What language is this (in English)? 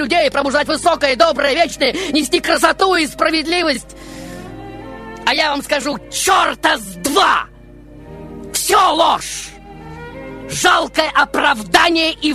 Russian